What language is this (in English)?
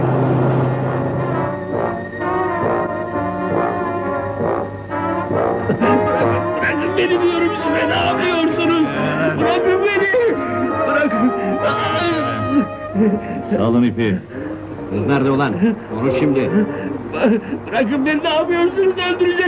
Turkish